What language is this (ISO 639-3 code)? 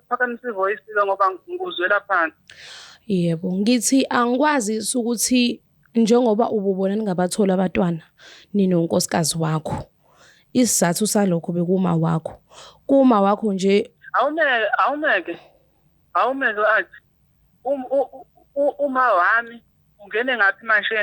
zul